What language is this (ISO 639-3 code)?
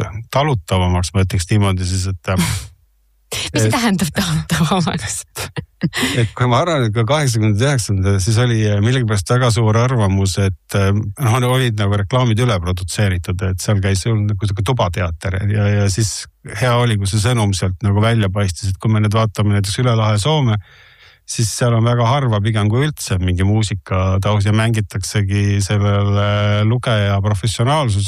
est